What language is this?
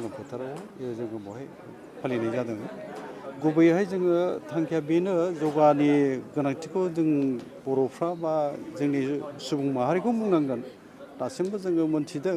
Bodo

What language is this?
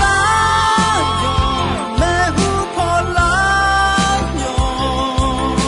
Akha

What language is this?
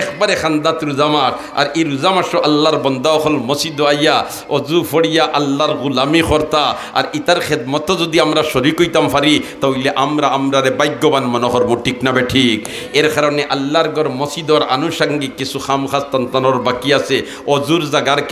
Sylheti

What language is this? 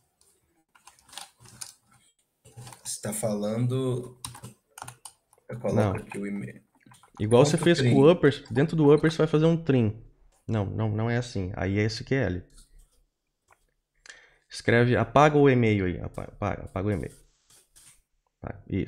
Portuguese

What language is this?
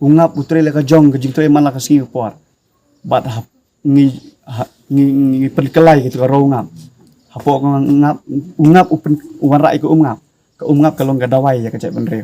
Khasi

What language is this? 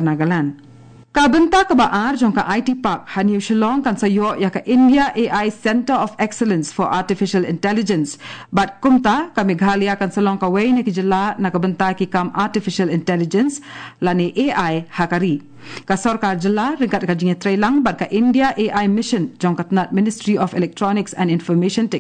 Khasi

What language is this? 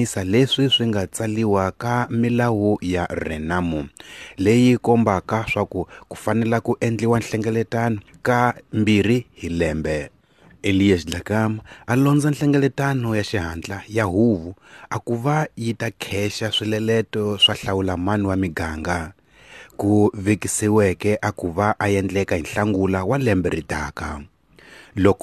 Tsonga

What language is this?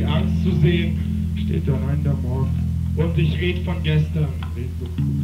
German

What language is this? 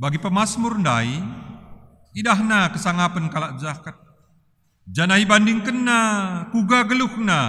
Batak Karo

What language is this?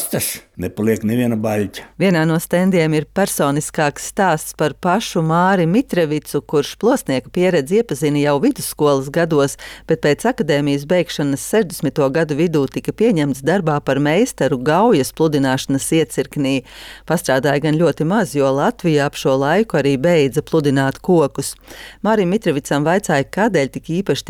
Latvian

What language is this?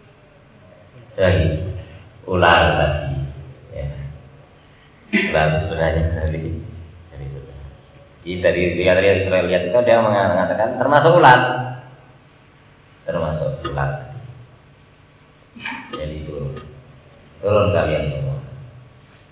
Indonesian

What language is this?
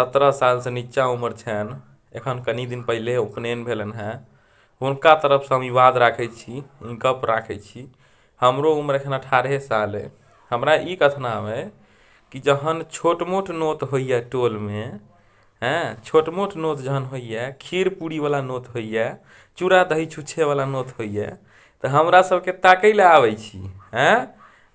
Maithili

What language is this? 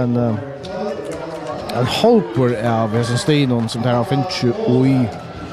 Faroese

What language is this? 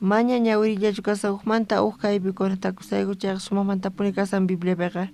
South Bolivian Quechua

